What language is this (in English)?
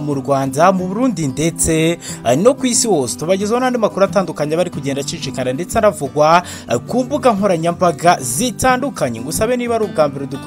Kinyarwanda